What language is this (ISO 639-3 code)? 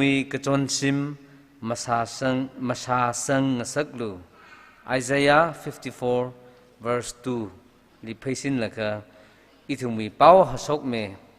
nmf